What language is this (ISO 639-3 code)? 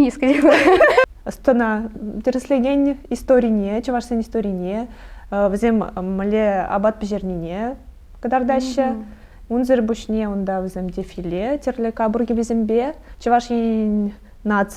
chv